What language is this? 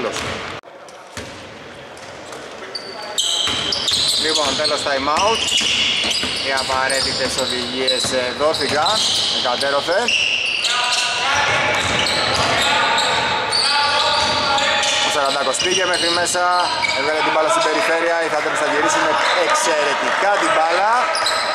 Greek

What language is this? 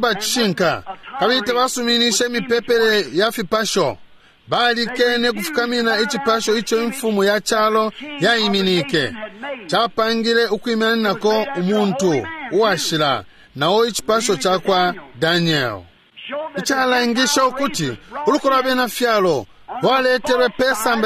Bemba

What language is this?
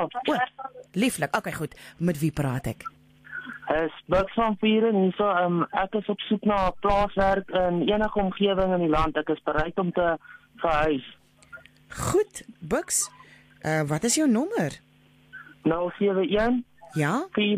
Afrikaans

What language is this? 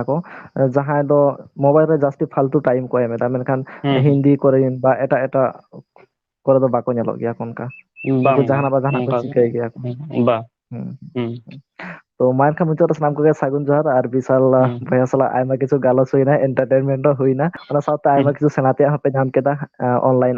Santali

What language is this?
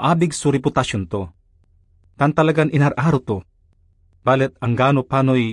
Pangasinan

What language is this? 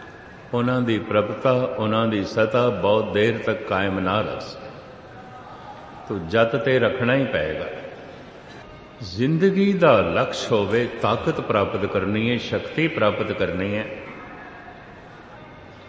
Punjabi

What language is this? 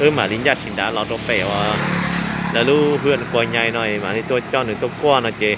Hmong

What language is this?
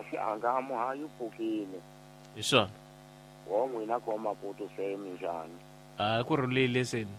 Tsonga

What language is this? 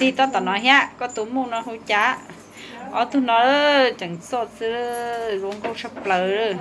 Hmong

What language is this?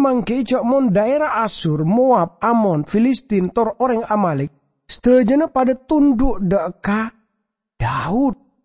Madurese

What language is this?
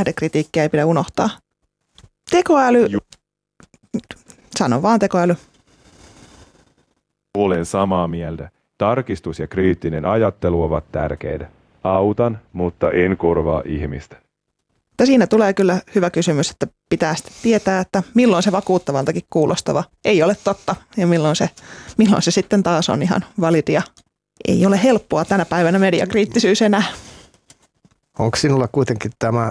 Finnish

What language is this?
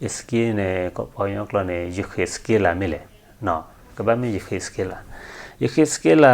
S'gaw Karen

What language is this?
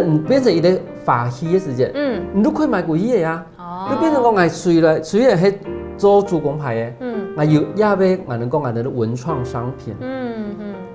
Hakka Chinese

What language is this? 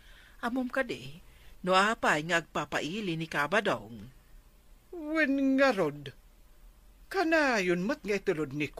Iloko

